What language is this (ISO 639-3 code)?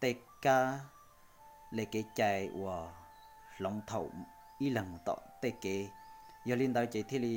hmn